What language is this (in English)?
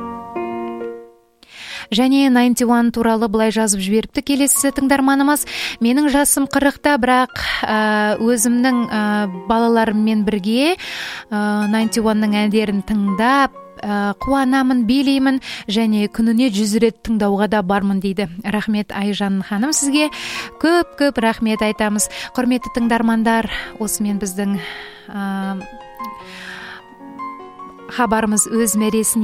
Kazakh